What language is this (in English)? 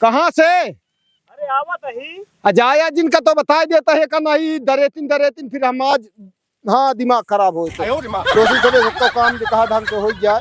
Awadhi